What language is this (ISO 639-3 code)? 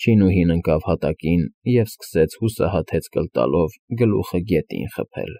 hye